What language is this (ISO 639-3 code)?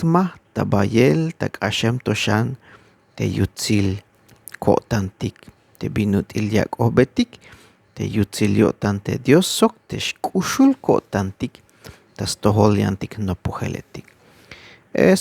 tzh